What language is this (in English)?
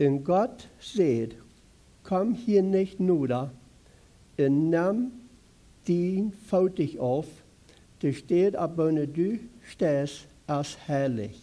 Plautdietsch